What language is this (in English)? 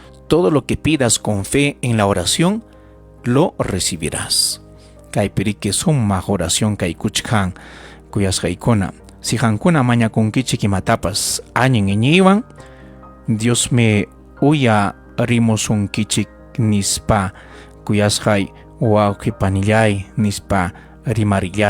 Ayacucho Quechua